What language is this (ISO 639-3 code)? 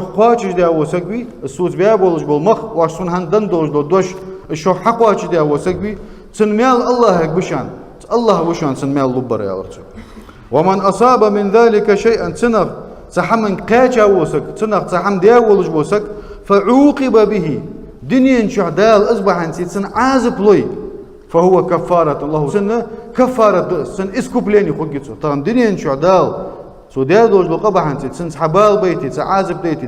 inh